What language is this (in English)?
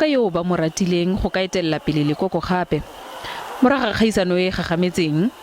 Tswana